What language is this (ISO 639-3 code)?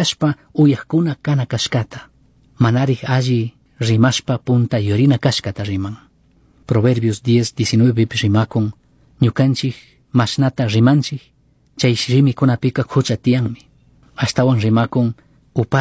qug